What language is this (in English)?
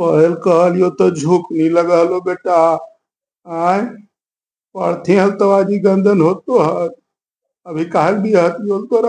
Magahi